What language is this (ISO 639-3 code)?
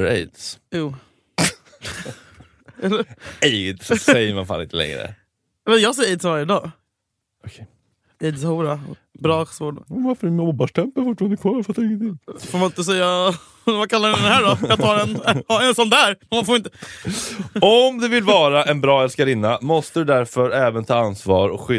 swe